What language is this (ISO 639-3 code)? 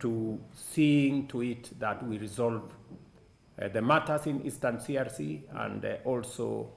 mer